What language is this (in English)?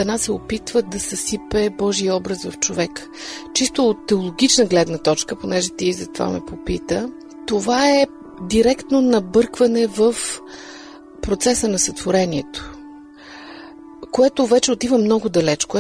Bulgarian